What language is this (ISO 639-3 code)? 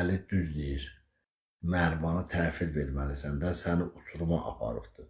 aze